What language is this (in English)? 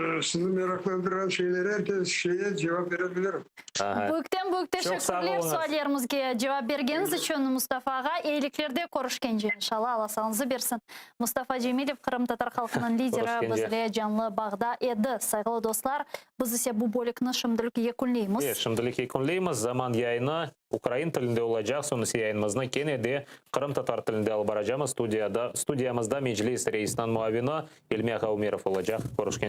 Crimean Tatar